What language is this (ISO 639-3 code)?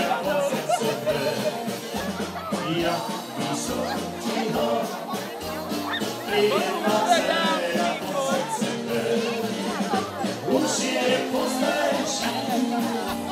slk